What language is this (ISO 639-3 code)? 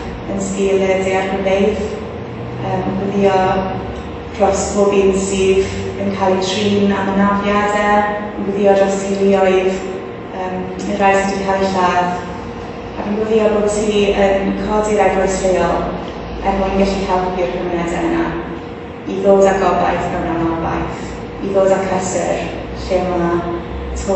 cym